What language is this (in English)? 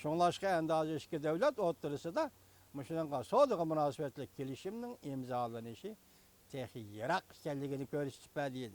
Uyghur